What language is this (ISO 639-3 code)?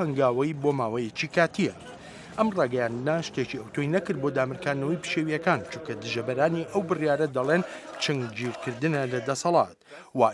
ckb